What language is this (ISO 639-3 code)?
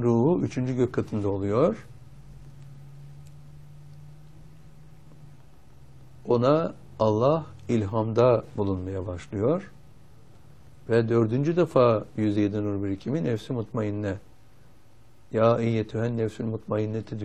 tur